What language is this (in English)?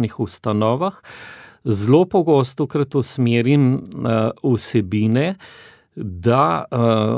Slovenian